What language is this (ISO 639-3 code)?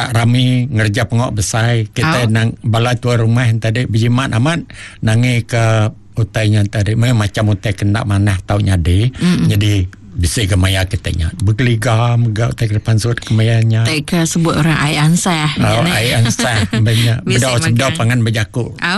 iba